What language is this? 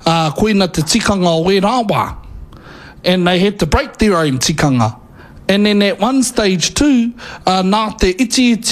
Māori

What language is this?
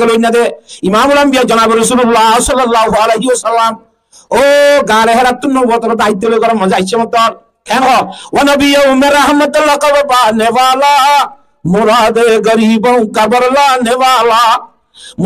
Rohingya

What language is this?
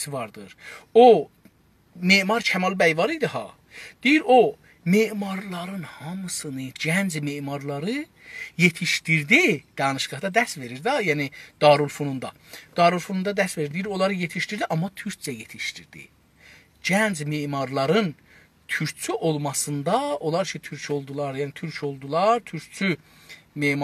South Azerbaijani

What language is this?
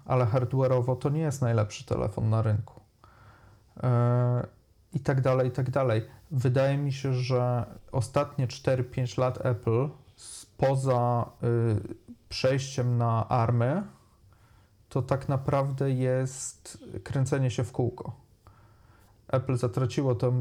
Polish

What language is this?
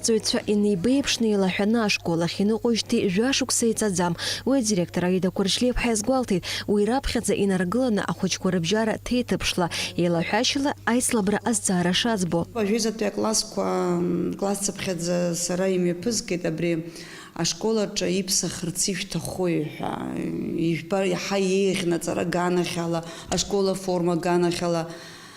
Abkhazian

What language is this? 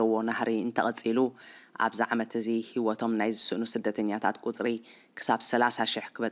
Tigrinya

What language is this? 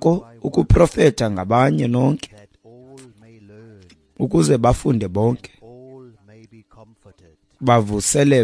Xhosa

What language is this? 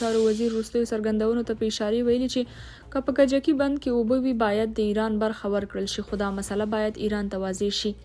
Pashto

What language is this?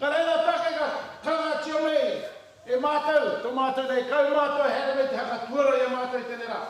Māori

